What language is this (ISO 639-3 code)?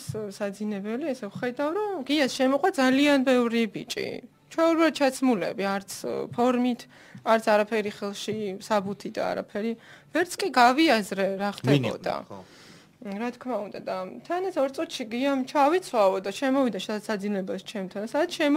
kat